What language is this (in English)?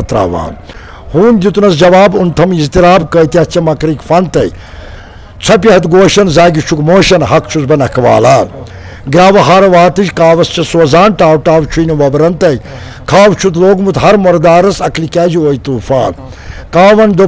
Kashmiri